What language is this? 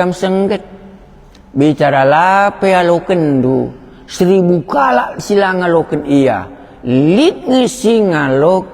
Batak Karo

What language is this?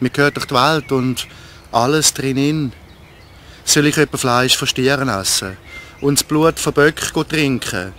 Swiss German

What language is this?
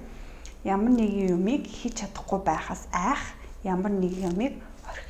Mongolian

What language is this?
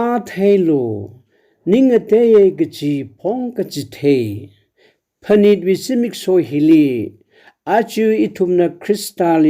Tangkhul Naga (India)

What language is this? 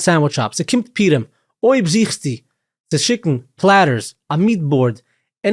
Yiddish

